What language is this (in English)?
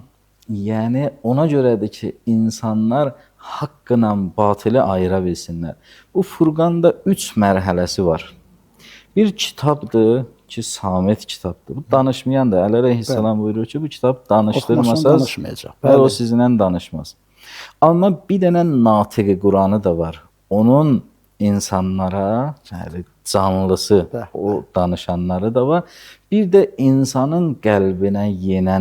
Azerbaijani